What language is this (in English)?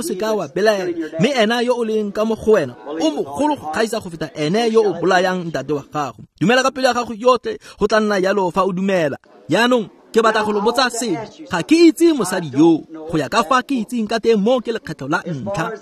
Tswana